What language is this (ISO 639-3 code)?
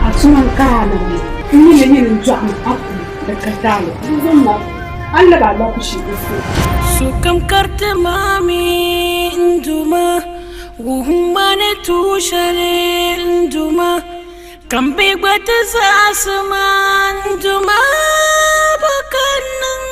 dag